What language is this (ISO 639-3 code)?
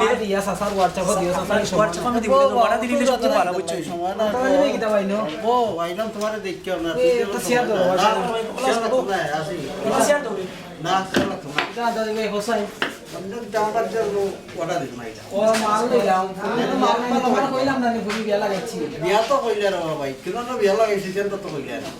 syl